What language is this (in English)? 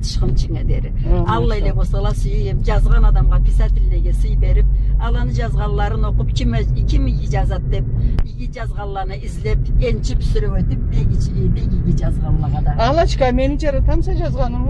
Karachay-Balkar